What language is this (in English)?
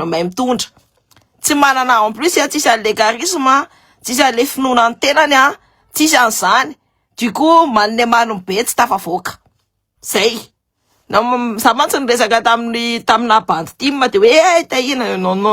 Malagasy